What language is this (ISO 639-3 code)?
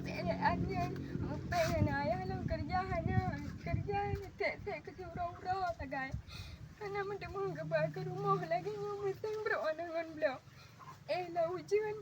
ace